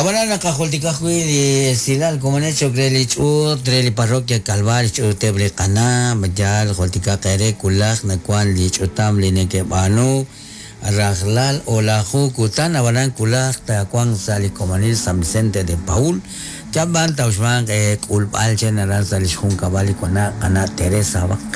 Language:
Kekchí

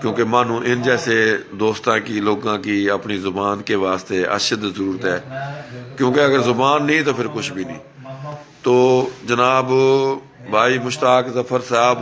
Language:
Haryanvi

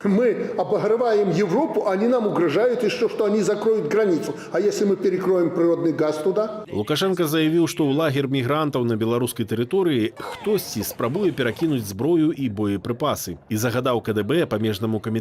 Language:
Belarusian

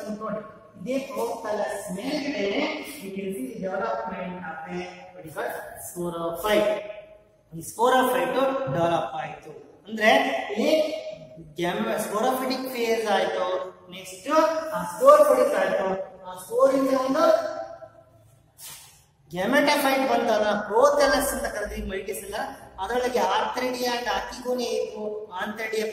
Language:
Kannada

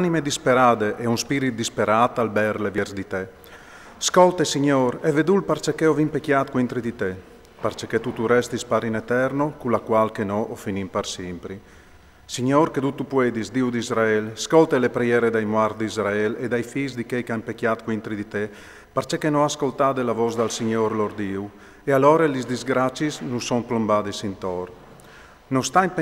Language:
Friulian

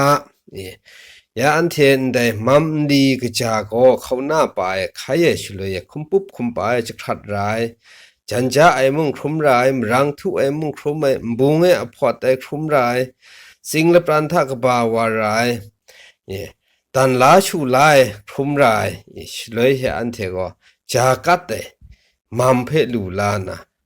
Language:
Kachin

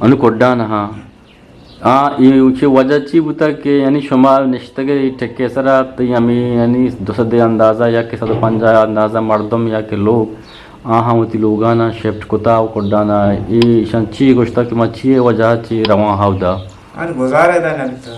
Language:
Eastern Balochi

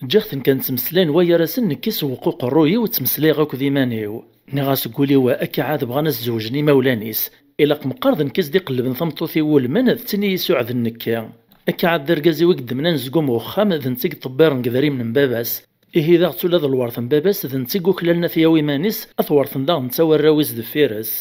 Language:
Kabyle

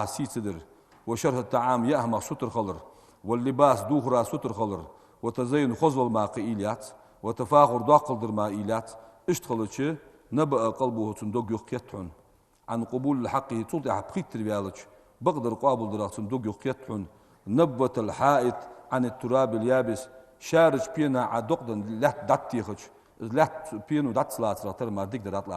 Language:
Ingush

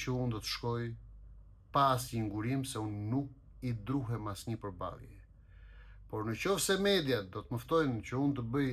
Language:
Albanian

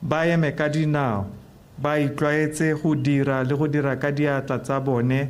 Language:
Tswana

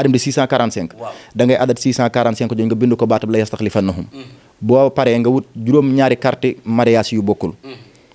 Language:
Wolof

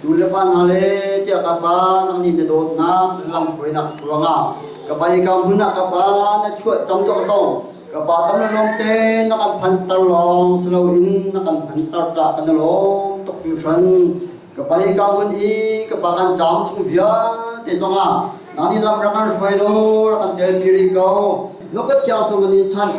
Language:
Hakha Chin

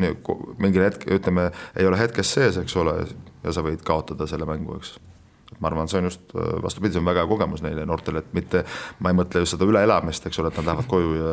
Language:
Estonian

